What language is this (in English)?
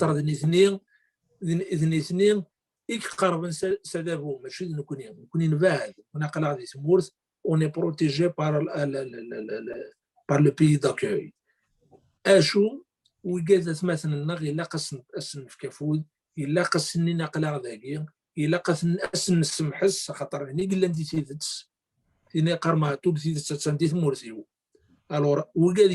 Kabyle